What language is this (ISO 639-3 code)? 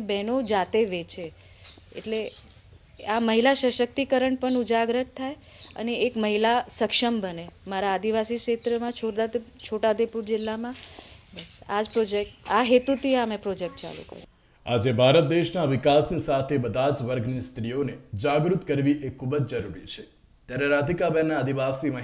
guj